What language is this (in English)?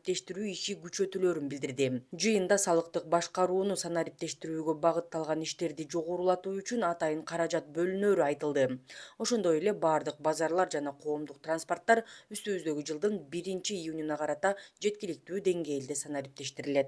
Kyrgyz